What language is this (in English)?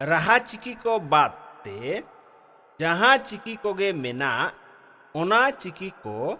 Santali